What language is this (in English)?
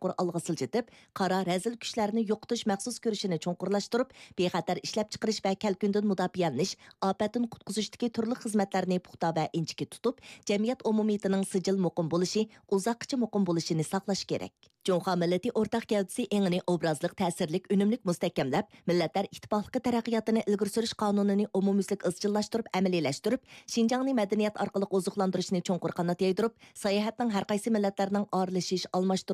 Uyghur